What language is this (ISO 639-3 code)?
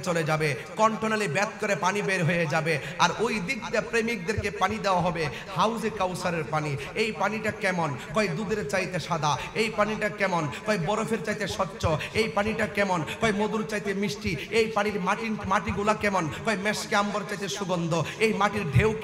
ben